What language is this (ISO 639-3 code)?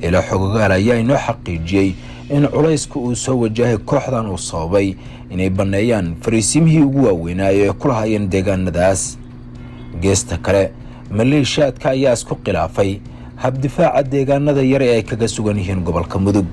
som